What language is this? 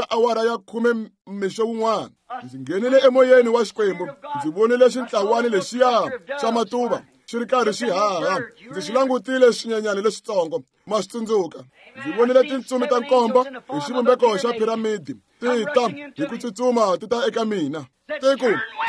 Tsonga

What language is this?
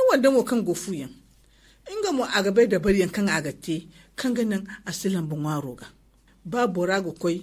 Zarma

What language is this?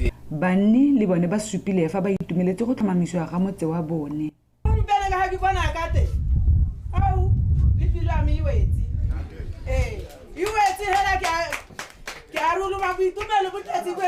Tswana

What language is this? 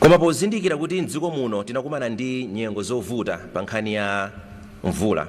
Nyanja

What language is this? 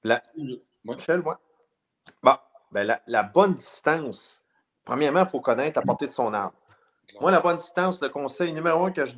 French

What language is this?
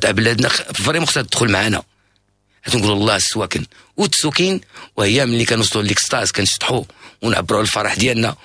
Moroccan Arabic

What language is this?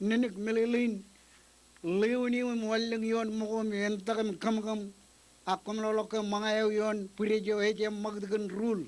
Marshallese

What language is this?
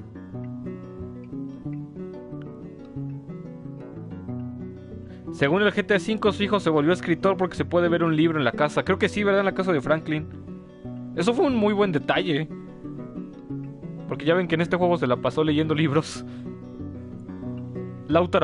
Spanish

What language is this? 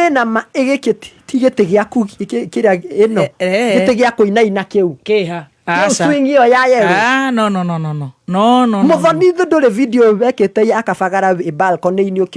Kikuyu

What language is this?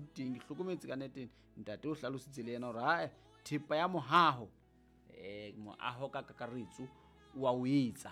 Southern Sotho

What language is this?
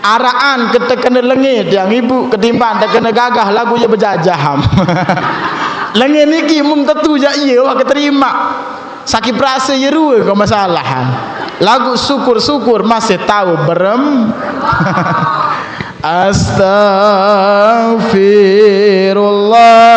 Sasak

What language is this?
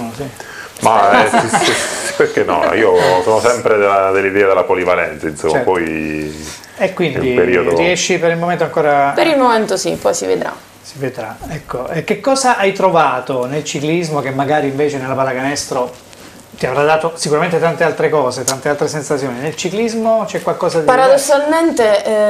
Italian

